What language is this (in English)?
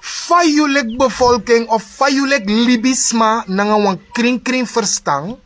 Sranan Tongo